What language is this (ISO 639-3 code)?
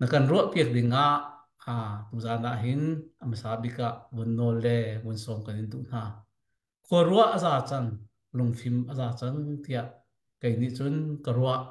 cnh